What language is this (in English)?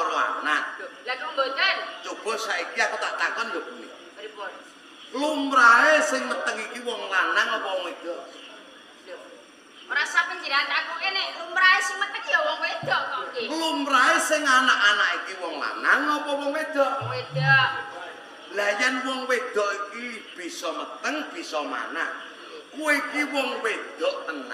Javanese